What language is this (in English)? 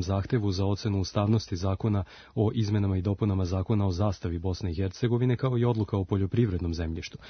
Serbian